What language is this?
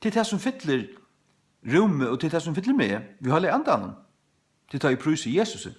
Faroese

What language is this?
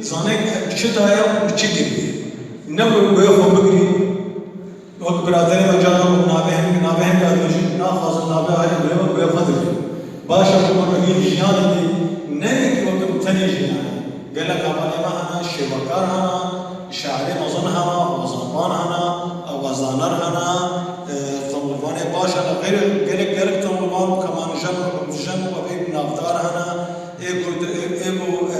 Kurdish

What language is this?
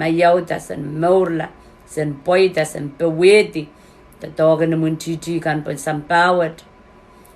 Pohnpeian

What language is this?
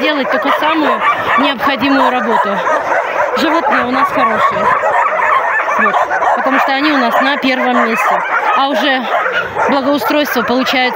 Russian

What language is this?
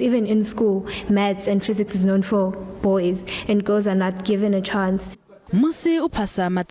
Venda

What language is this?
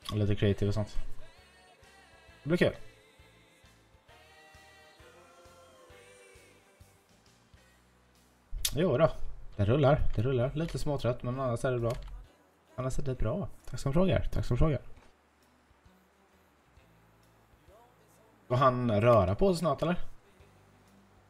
Swedish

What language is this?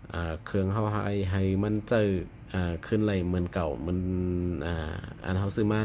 Shan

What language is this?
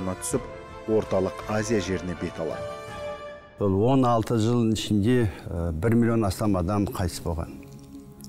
Kazakh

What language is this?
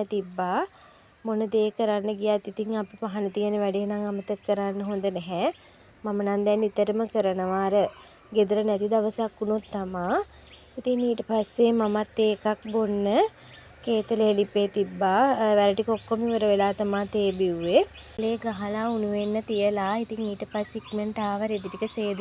Sinhala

